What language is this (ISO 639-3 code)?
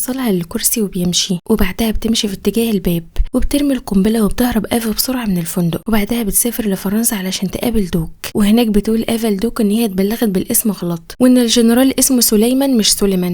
arz